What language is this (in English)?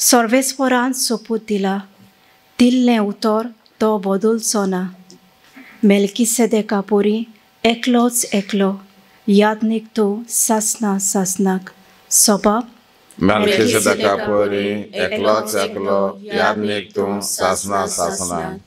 Konkani